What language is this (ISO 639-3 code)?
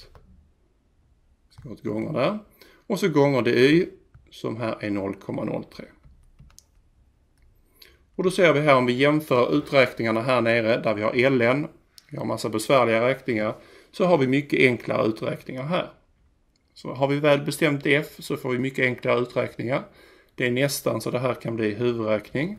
swe